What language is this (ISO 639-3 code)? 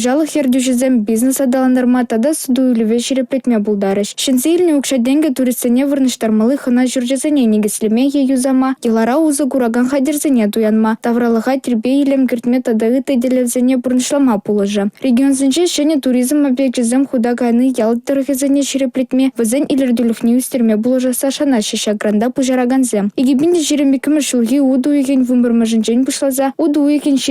chv